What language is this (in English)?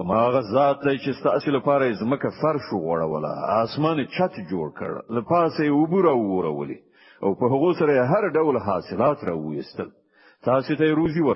Pashto